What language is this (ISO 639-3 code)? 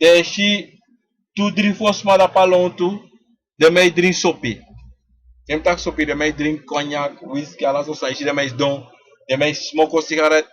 srn